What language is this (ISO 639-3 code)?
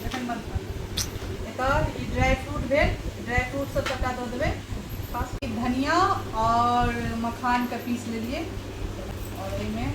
mai